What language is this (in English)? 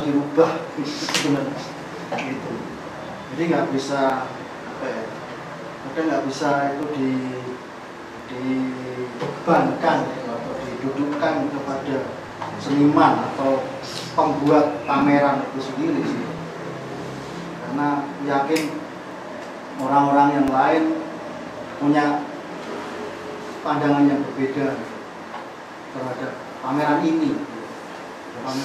Indonesian